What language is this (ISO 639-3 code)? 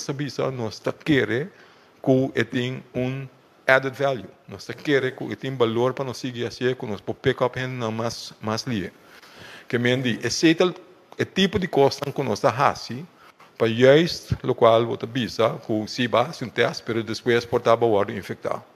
pap